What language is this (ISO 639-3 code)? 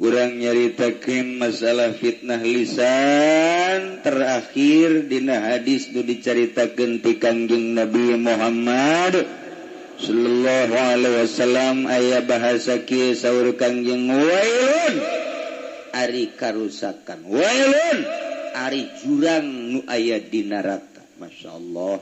sun